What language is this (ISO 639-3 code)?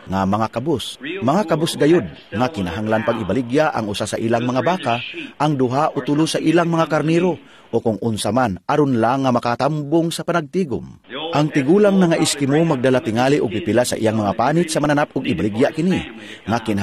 ceb